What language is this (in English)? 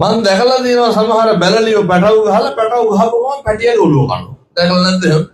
Sinhala